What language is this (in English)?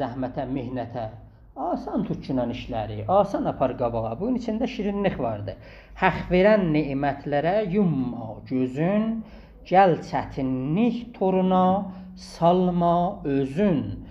South Azerbaijani